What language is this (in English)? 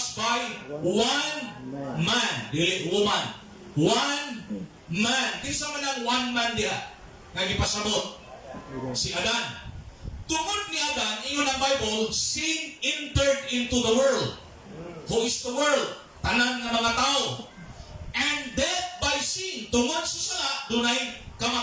Cebuano